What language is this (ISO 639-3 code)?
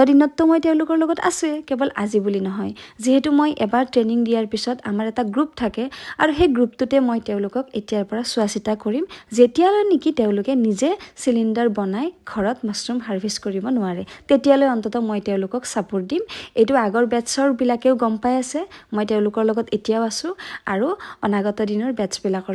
asm